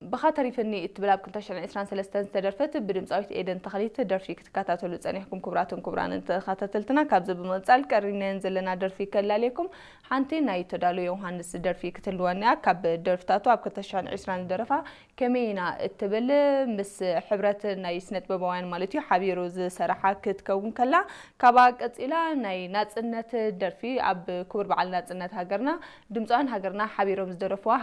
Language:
Tigrinya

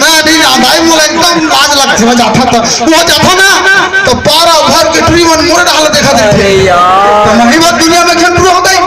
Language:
Chhattisgarhi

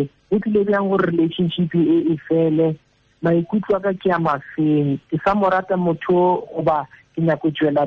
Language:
Tswana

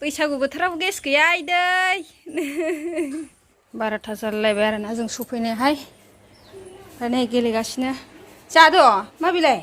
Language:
Bodo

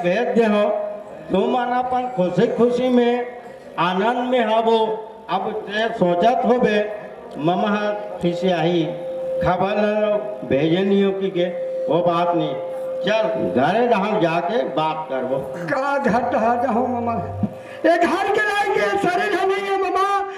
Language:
Chhattisgarhi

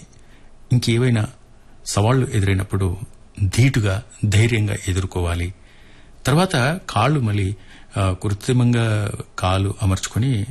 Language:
Telugu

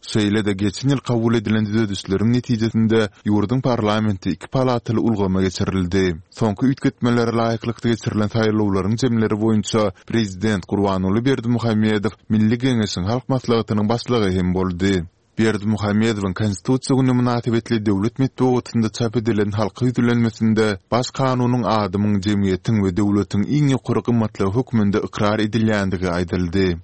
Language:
Turkmen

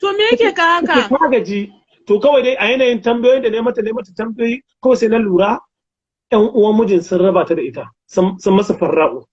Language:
Hausa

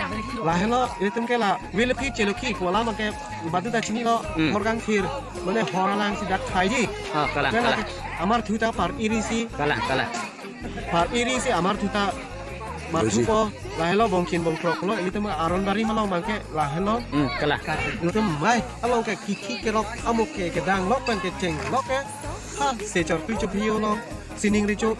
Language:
Karbi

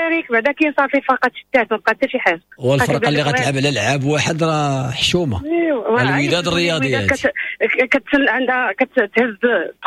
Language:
Moroccan Arabic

